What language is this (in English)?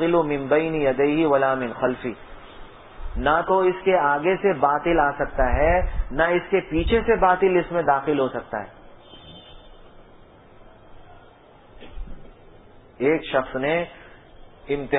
Urdu